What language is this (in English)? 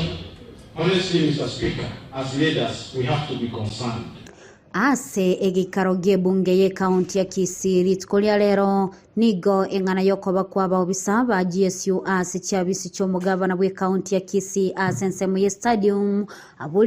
Gusii